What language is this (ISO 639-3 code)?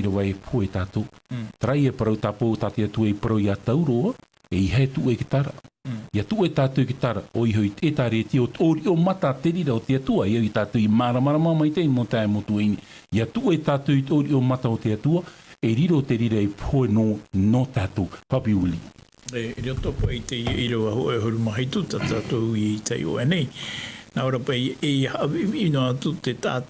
tah